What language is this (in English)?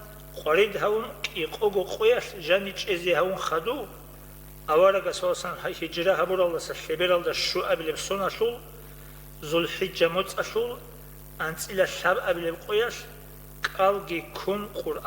Avaric